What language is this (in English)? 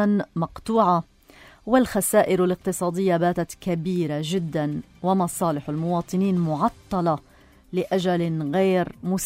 North Levantine Arabic